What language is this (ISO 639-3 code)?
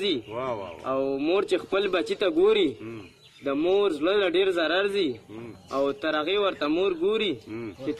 pus